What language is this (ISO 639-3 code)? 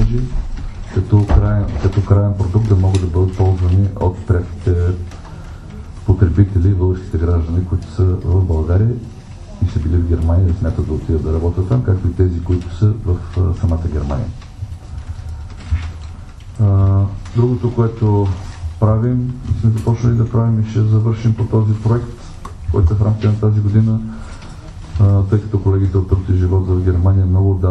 bul